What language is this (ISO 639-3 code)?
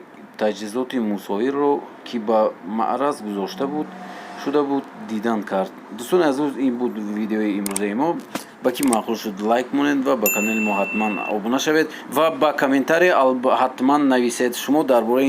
tgk